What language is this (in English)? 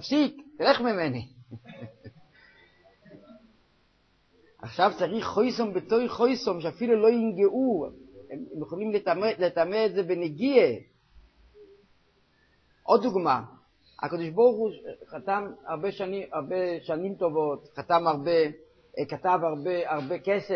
Hebrew